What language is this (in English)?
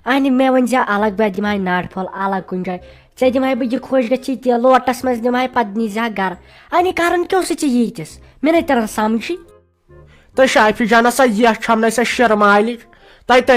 Kashmiri